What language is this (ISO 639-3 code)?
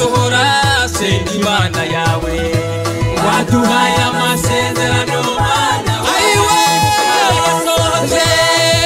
kin